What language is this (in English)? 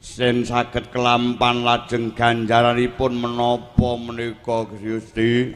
Javanese